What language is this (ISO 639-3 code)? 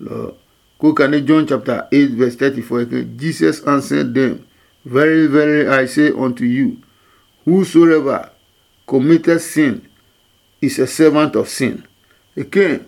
ada